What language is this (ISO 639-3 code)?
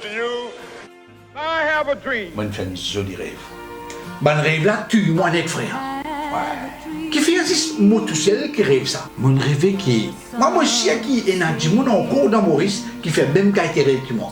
mfe